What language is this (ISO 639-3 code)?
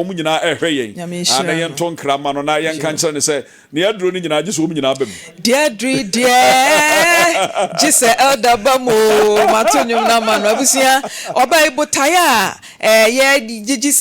aka